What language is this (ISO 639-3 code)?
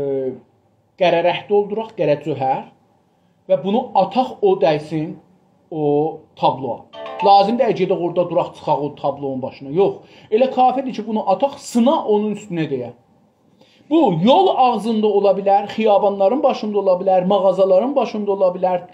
azb